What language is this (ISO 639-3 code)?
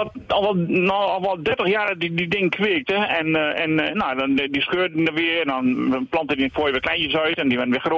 nld